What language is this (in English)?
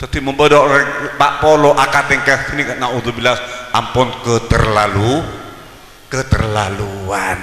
Madurese